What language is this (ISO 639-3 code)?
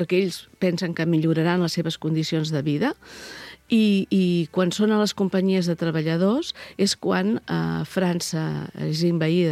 cat